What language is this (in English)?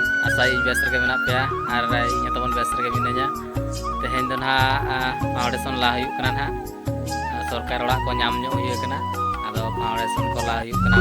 Santali